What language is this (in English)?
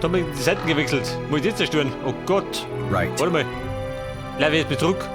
Bavarian